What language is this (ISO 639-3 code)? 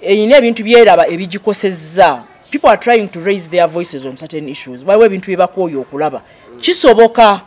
lug